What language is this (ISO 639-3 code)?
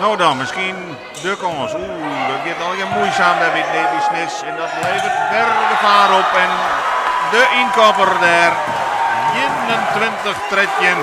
fry